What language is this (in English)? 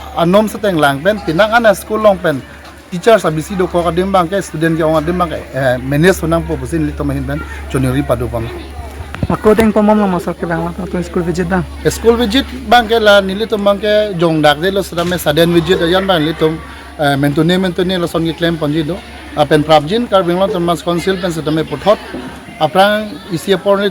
Karbi